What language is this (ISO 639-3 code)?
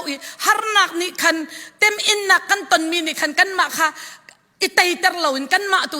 cfm